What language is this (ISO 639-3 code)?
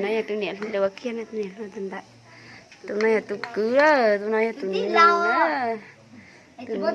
hmn